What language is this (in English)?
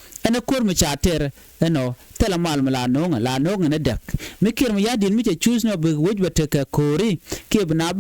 Nuer